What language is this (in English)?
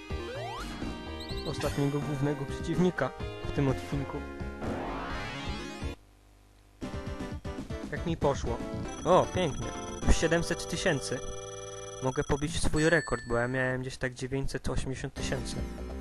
Polish